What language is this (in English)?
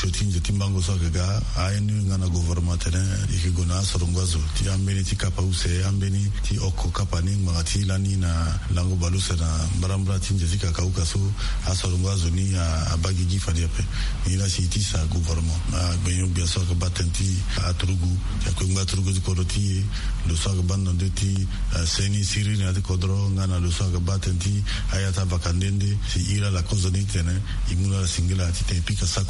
Sango